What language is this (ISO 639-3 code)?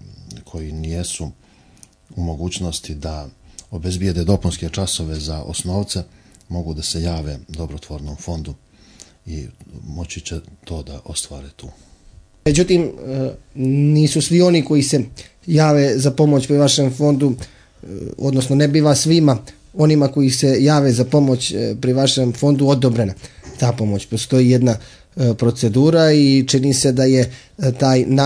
hrv